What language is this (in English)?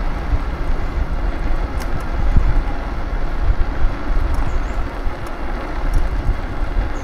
Finnish